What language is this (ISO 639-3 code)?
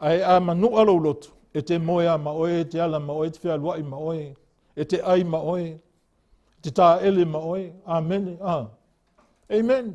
smo